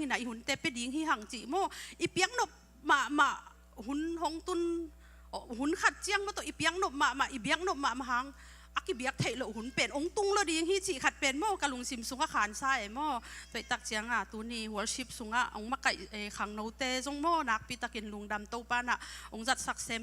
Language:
Tedim Chin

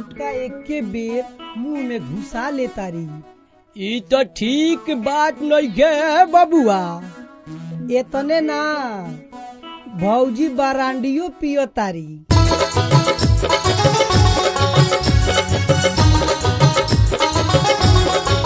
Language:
Bhojpuri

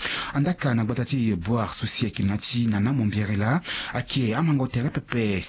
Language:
Sango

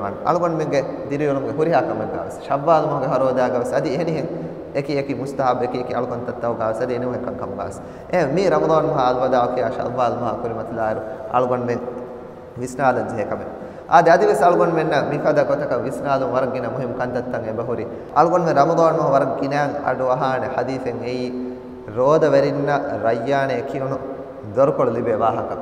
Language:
Divehi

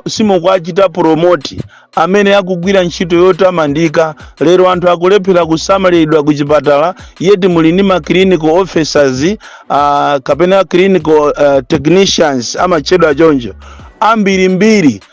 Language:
Nyanja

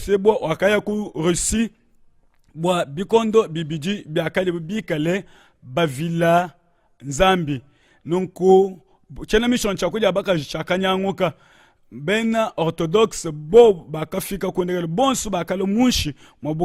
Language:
Luba-Lulua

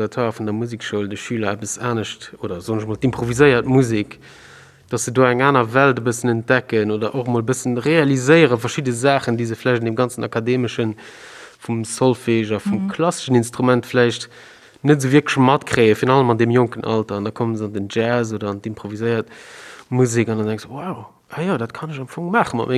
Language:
Luxembourgish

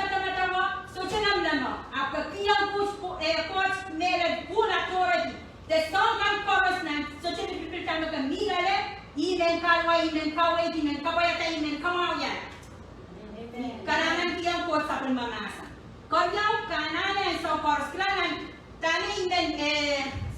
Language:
Pohnpeian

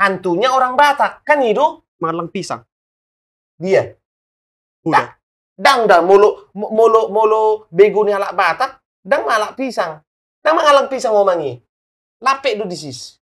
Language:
Batak Toba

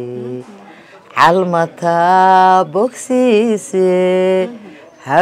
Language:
Somali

